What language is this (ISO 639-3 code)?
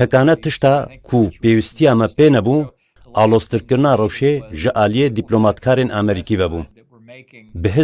kur